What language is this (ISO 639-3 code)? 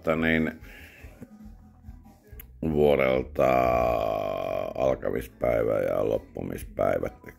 fin